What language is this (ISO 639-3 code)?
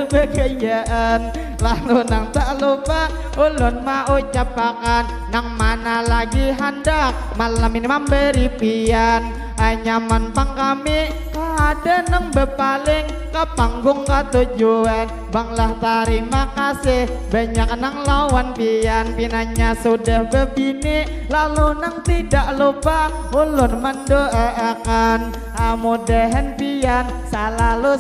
bjn